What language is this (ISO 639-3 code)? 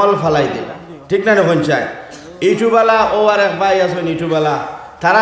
syl